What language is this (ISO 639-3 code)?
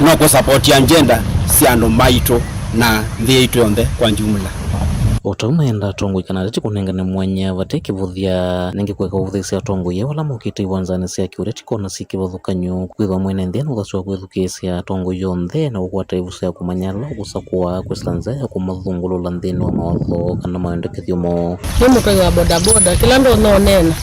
kam